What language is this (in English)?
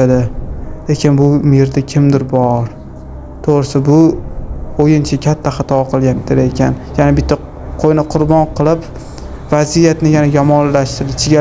Uzbek